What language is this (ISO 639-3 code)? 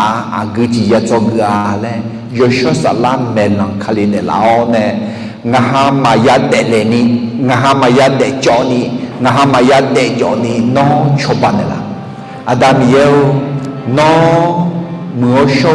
ahk